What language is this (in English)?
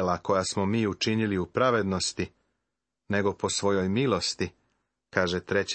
Serbian